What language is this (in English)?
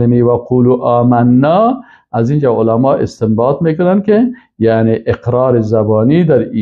Persian